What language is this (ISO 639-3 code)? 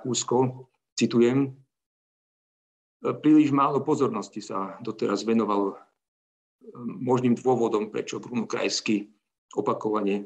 slk